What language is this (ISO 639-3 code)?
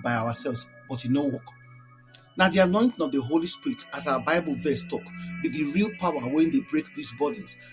pcm